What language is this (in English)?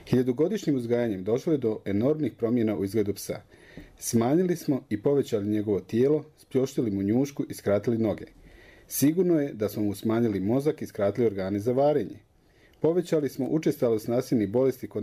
Croatian